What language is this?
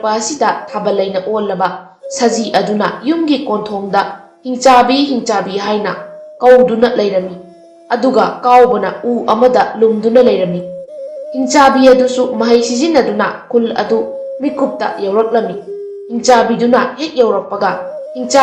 Manipuri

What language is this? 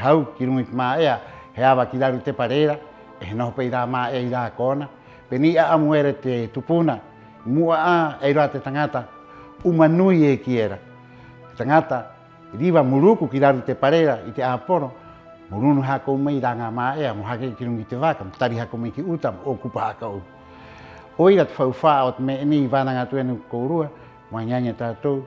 Rapanui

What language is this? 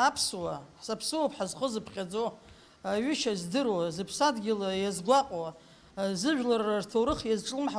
Abkhazian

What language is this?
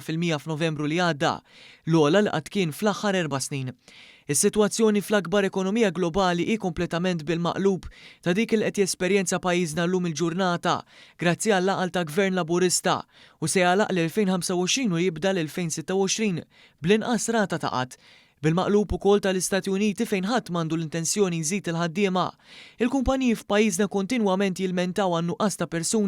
Maltese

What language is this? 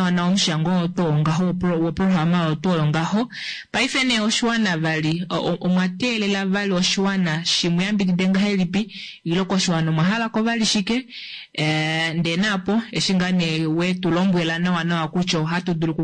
Kuanyama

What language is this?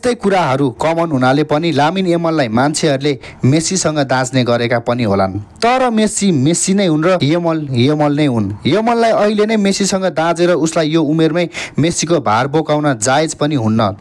Nepali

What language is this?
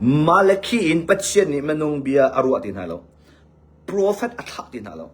Hakha Chin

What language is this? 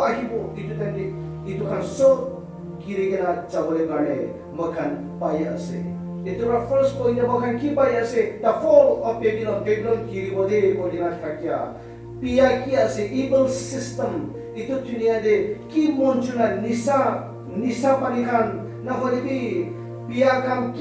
Naga Pidgin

